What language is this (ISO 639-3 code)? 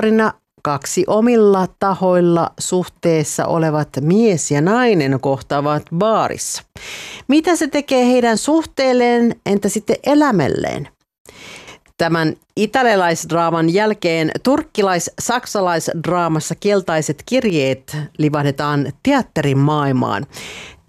fin